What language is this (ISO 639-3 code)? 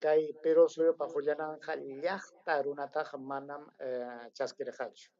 quy